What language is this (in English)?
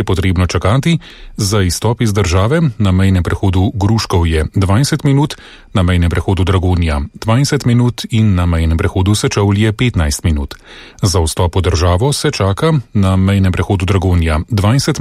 Slovenian